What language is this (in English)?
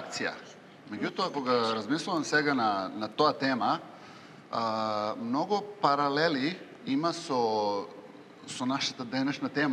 Macedonian